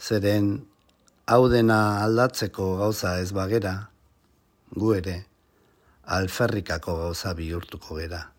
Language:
Basque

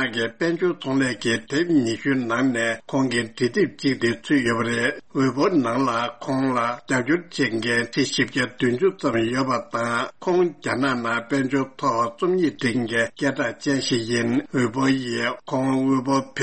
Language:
Tibetan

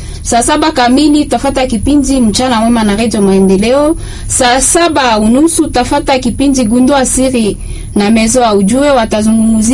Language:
Swahili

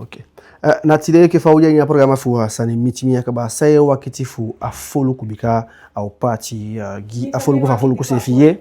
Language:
Eastern Maroon Creole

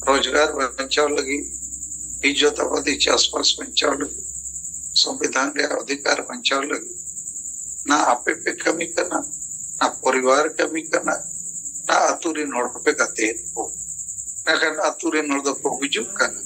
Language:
Santali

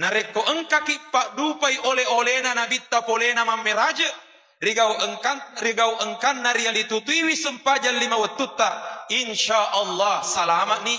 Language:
Buginese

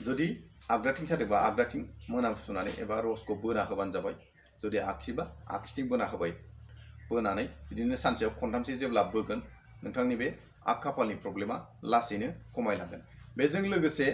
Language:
Bodo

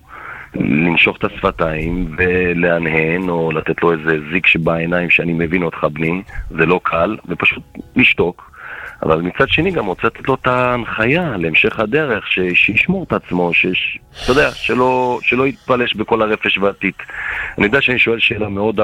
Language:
Hebrew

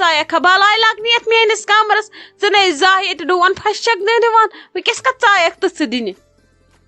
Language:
Kashmiri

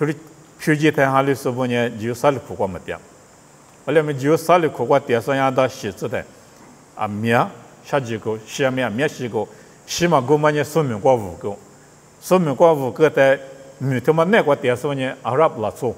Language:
Lisu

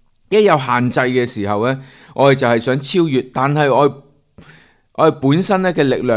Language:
Cantonese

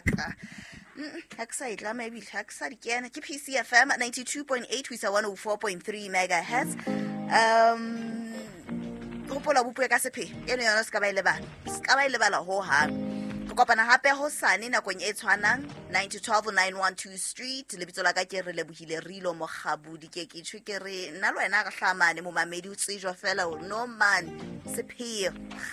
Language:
Southern Sotho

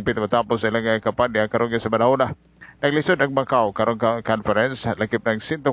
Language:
Cebuano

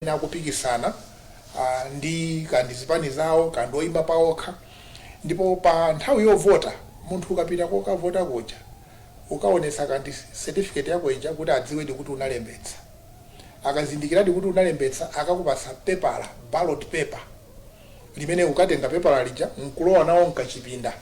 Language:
Nyanja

